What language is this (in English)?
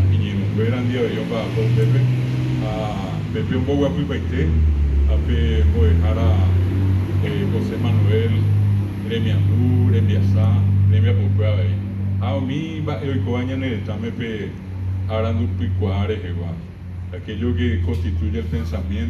Guarani